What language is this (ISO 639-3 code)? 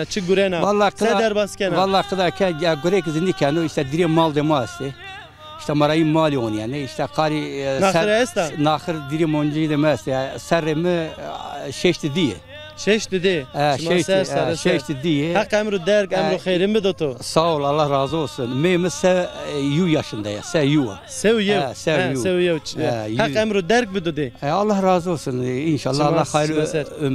zza